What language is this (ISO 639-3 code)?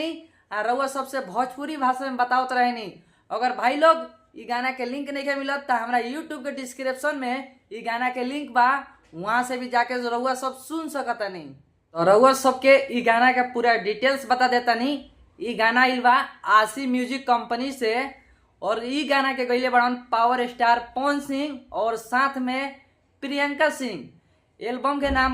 bho